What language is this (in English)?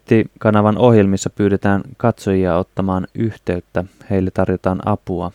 Finnish